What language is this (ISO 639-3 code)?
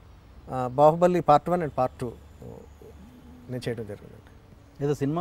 tel